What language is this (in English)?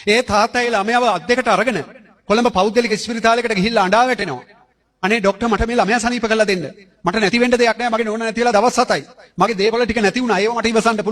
Sinhala